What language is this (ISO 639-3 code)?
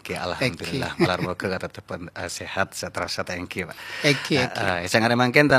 mad